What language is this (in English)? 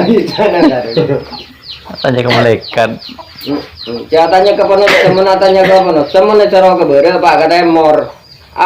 Madurese